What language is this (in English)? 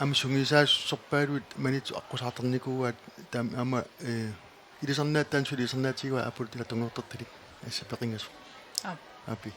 Kalaallisut